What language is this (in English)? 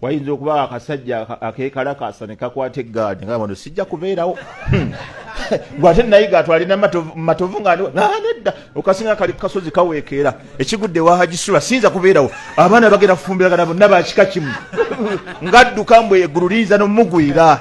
Ganda